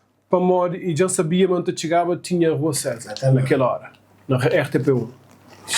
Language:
Kabuverdianu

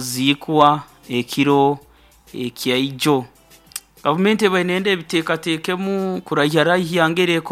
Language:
Nyoro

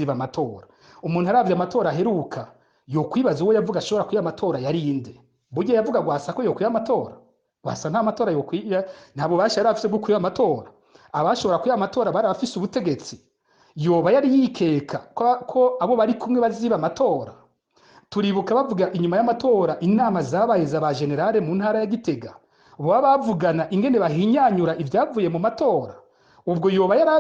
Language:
Rundi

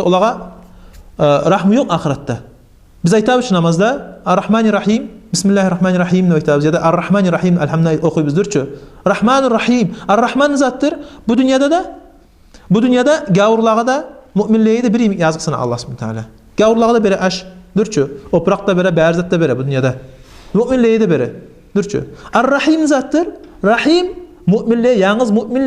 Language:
Kumyk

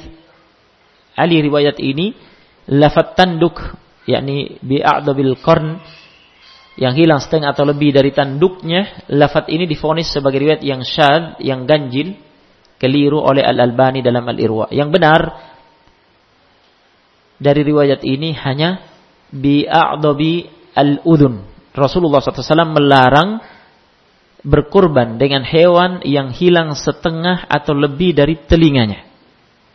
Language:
Indonesian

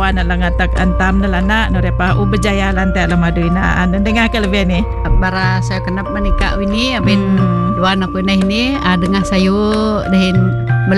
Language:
Malay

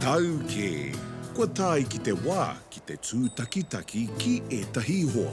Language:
Māori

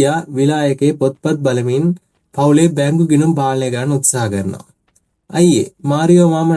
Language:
Sinhala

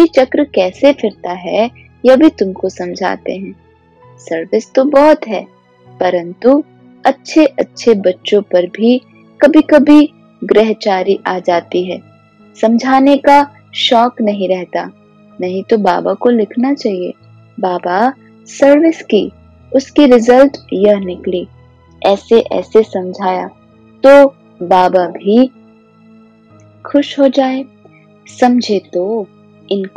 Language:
Hindi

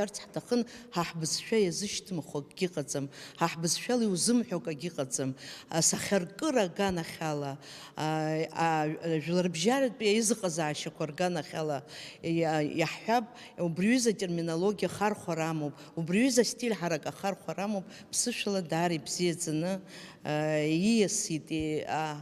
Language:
Abkhazian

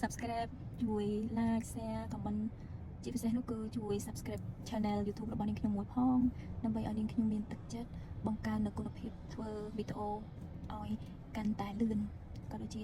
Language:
Khmer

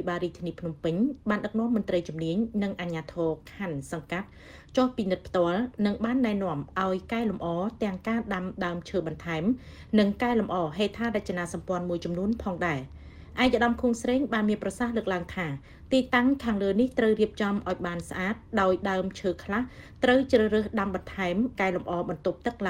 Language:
Khmer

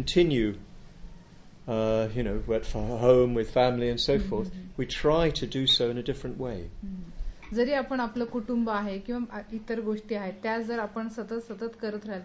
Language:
Marathi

